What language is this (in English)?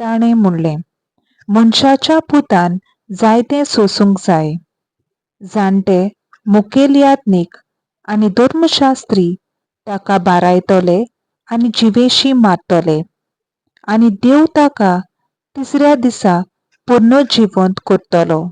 Konkani